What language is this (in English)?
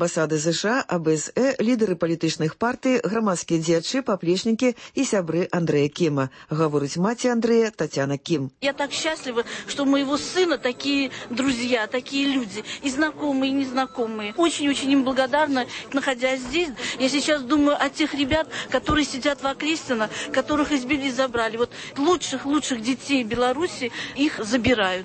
Belarusian